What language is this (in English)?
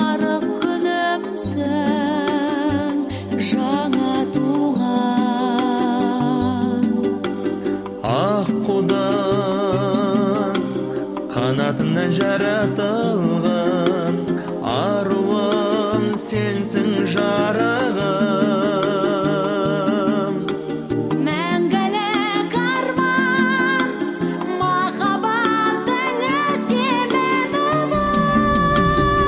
Kazakh